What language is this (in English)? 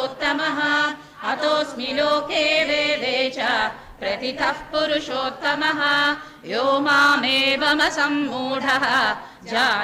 Sanskrit